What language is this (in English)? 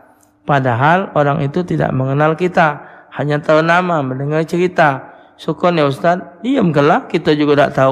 Musi